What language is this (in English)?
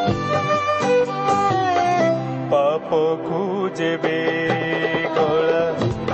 Odia